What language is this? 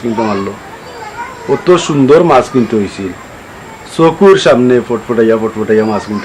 Sylheti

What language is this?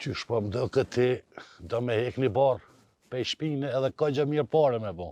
Albanian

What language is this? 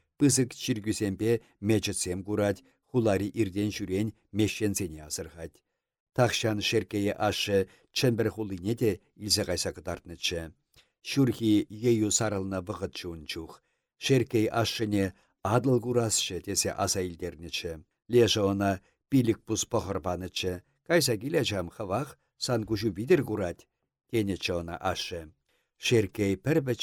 Chuvash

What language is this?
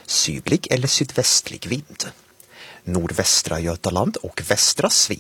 Swedish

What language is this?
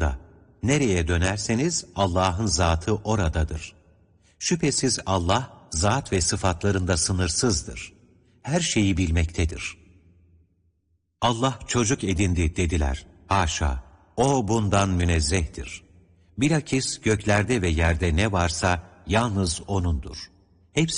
Turkish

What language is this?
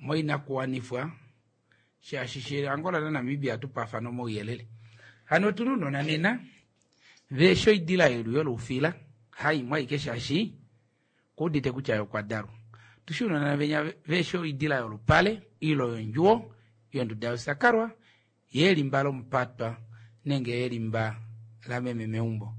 Kuanyama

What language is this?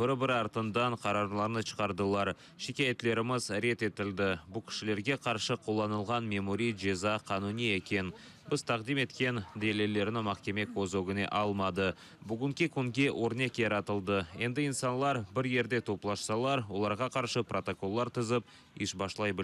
Crimean Tatar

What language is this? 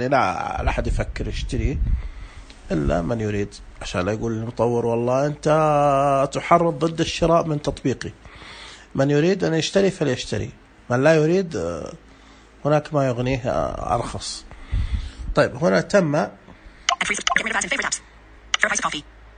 Najdi Arabic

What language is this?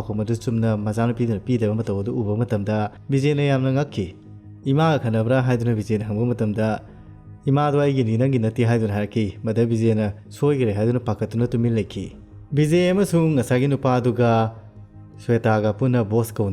Manipuri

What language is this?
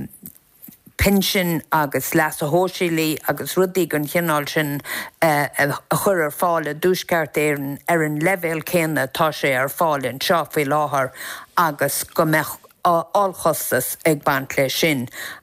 Irish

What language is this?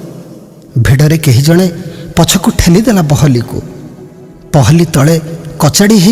Odia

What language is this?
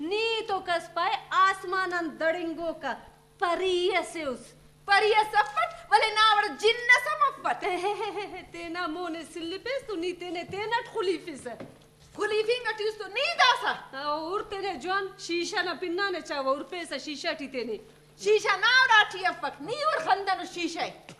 Brahui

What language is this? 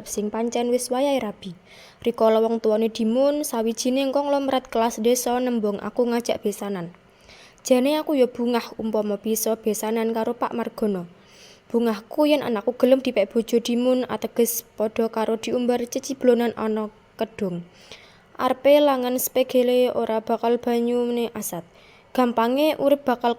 Javanese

